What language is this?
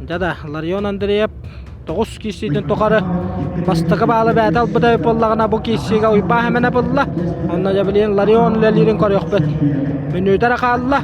Yakut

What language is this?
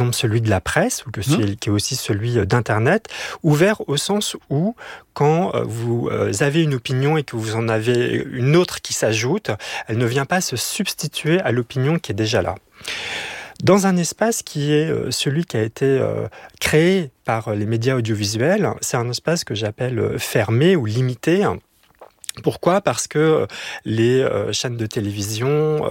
French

